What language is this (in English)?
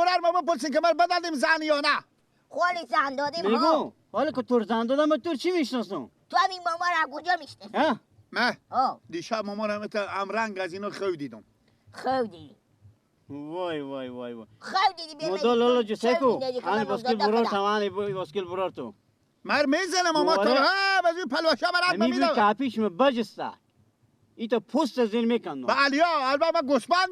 Persian